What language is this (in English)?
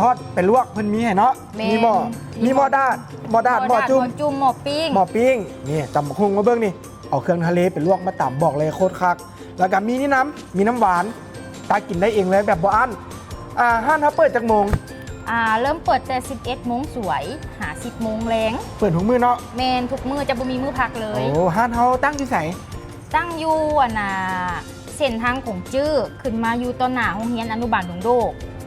Lao